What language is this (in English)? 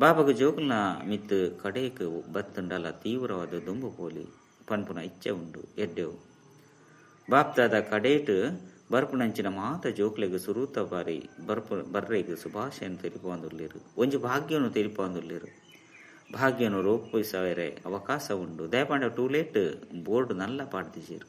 Tulu